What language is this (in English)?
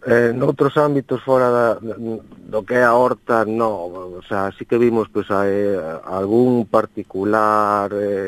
Galician